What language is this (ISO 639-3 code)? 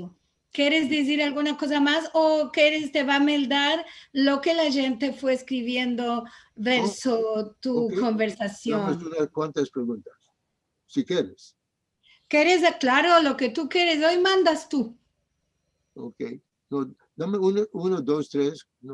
lad